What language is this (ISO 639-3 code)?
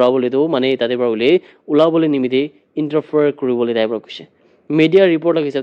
nag